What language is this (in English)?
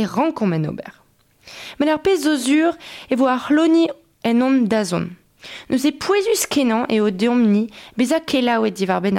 Breton